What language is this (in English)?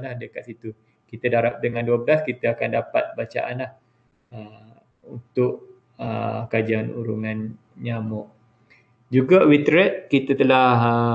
Malay